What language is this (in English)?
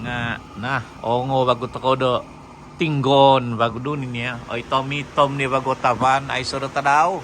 Central Dusun